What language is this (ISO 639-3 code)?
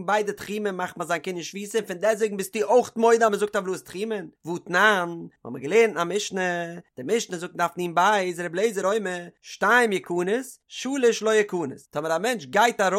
yid